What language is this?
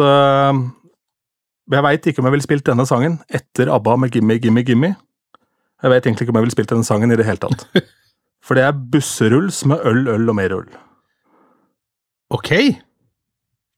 Norwegian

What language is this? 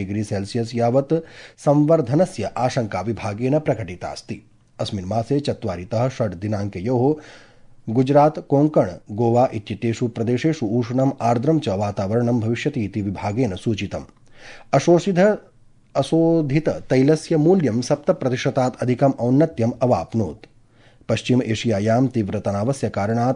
Sanskrit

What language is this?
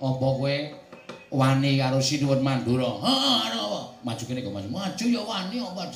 Javanese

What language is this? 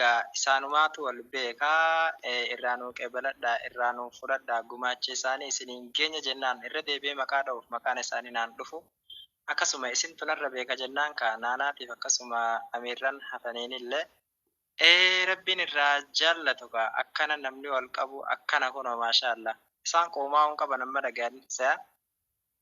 Oromo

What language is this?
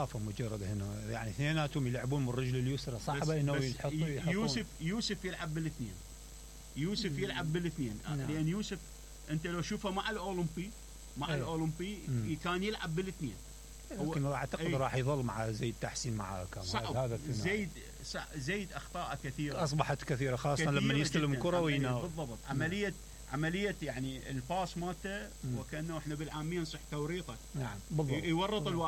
Mesopotamian Arabic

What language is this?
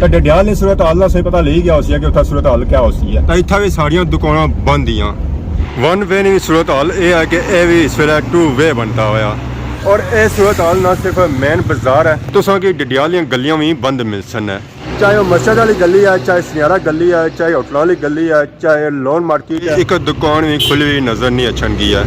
Pahari-Potwari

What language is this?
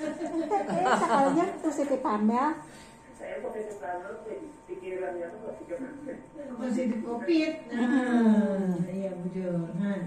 Banjar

